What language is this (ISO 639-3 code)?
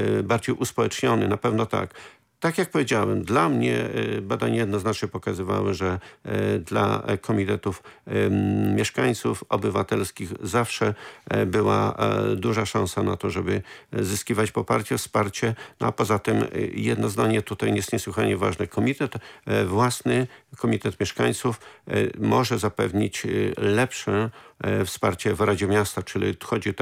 pol